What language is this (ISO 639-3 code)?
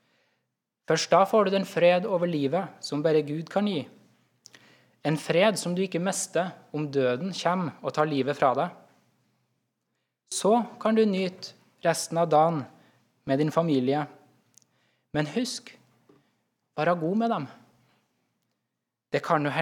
nor